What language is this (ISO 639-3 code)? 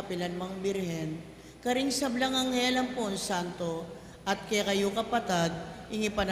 pam